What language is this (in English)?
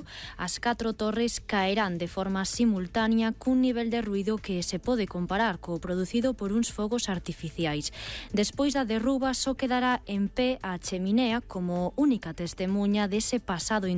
Galician